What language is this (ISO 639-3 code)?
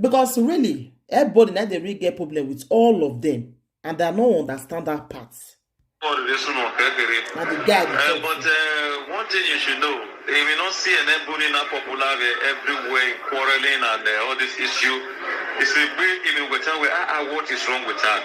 pcm